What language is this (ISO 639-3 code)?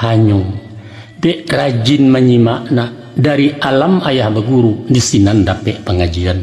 min